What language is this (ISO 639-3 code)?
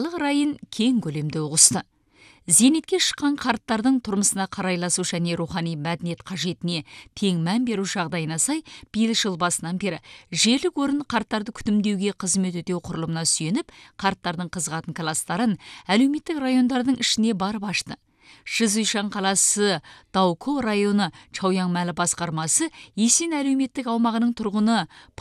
kaz